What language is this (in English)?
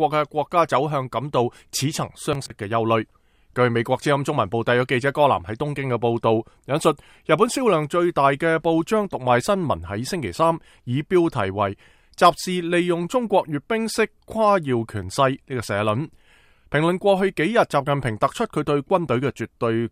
Cantonese